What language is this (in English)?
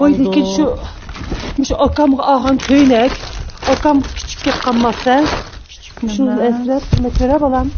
Uyghur